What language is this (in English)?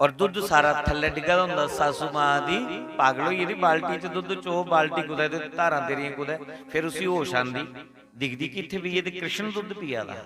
Dogri